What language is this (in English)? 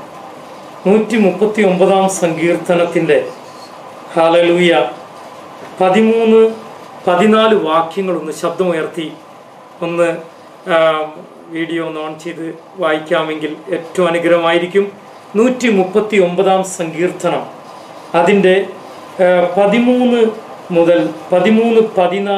Malayalam